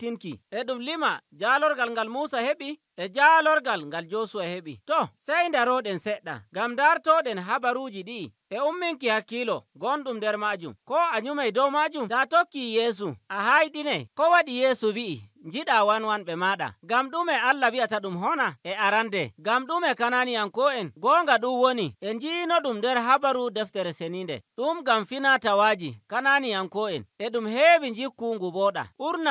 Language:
Nigerian Fulfulde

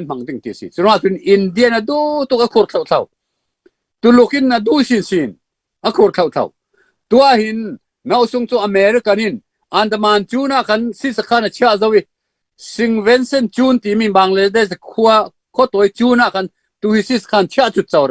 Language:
Falam Chin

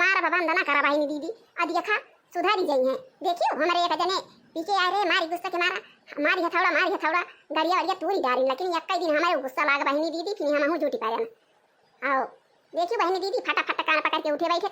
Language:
Awadhi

